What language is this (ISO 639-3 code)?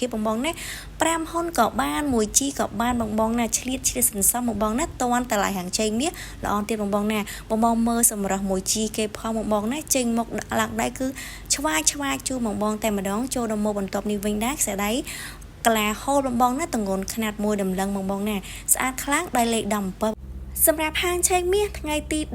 khm